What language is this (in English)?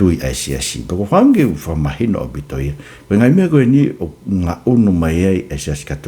Tongan